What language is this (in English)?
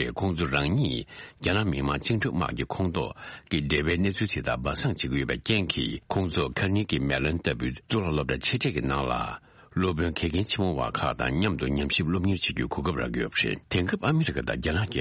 Tibetan